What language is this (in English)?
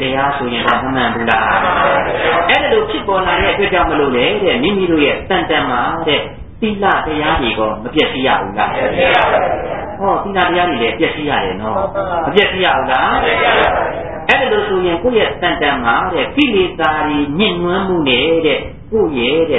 Burmese